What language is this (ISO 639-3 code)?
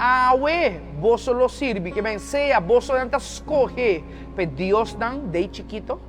pap